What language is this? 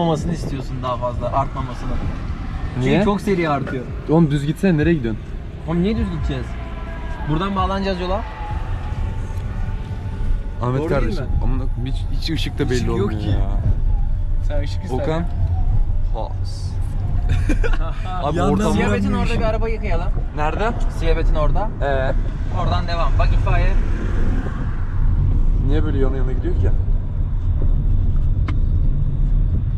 Turkish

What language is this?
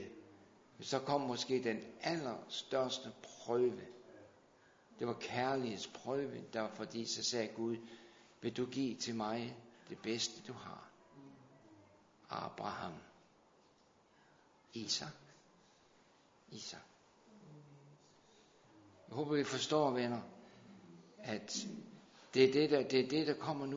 Danish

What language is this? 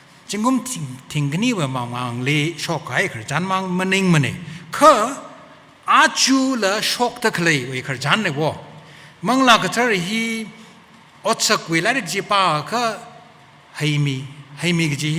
Tangkhul Naga (India)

